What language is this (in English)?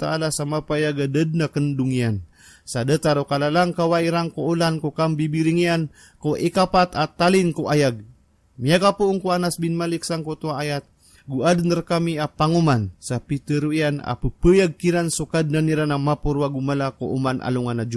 Maranao